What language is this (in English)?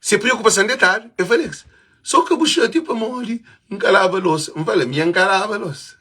Kabuverdianu